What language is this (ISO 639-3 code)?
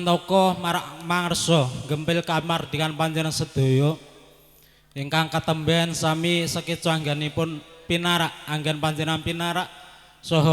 jav